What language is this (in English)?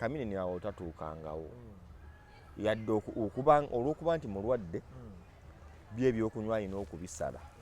Ganda